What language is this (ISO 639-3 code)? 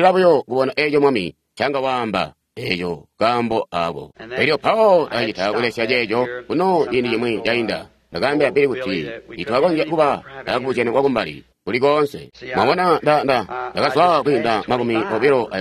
toi